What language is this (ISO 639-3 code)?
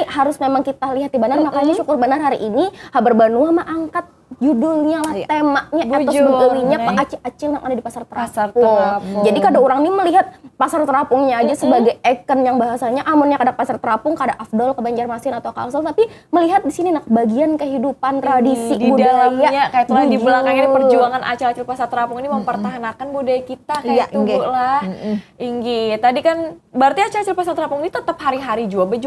bjn